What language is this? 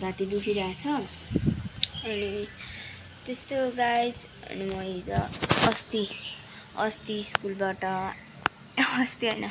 Nepali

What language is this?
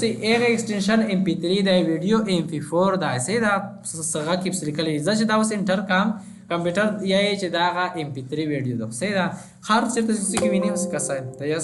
Pashto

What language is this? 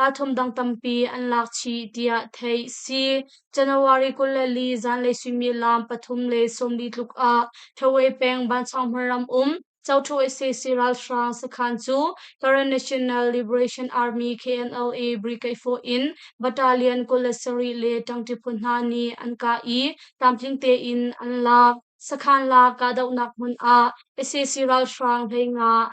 Hakha Chin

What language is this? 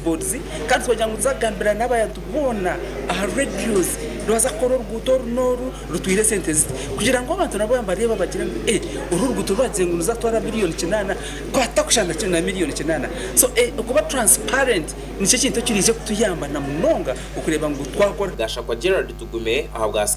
Nyankole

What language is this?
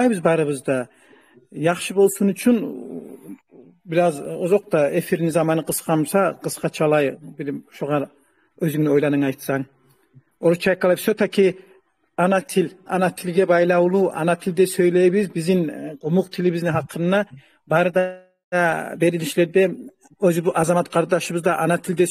Kumyk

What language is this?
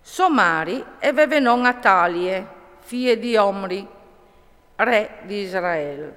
Friulian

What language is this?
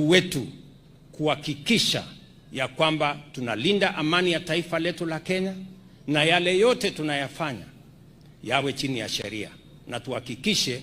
Swahili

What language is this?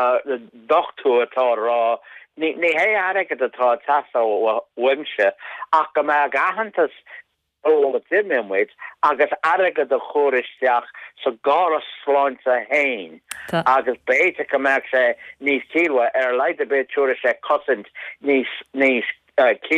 Irish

